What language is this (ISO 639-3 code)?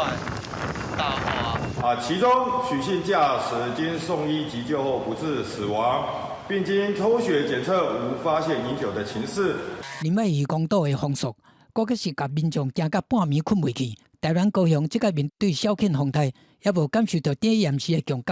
nan